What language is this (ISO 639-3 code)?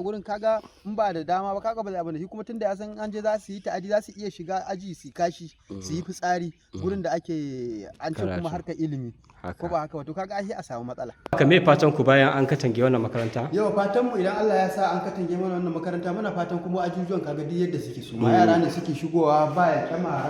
hau